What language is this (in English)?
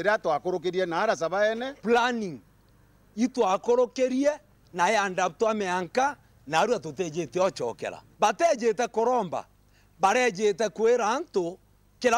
Meru